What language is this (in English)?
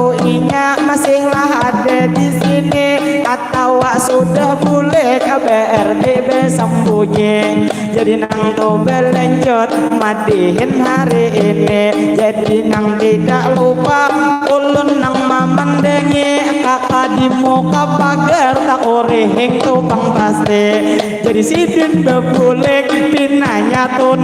Banjar